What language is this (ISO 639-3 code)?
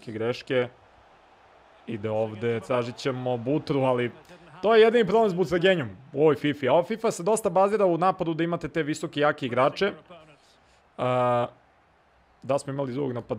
srp